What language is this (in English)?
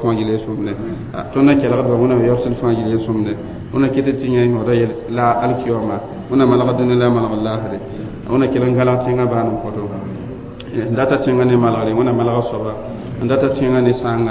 Mossi